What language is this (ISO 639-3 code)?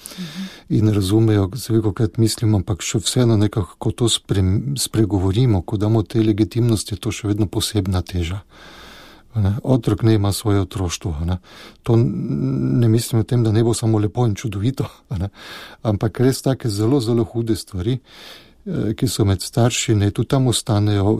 slv